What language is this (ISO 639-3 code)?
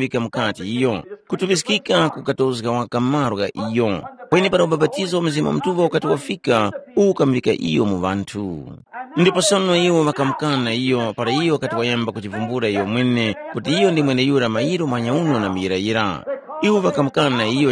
tum